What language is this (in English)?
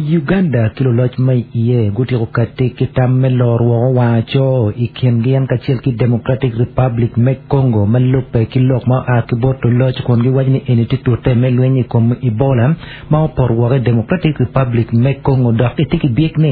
Acoli